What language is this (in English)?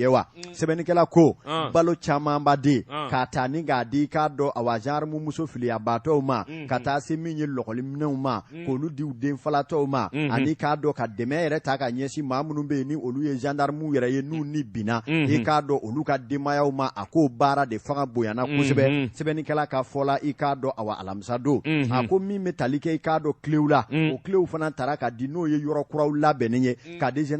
Bambara